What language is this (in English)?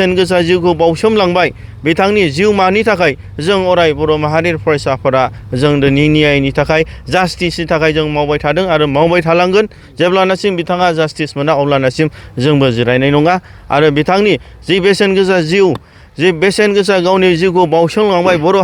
Bodo